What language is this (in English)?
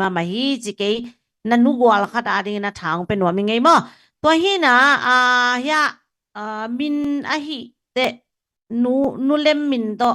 Tedim Chin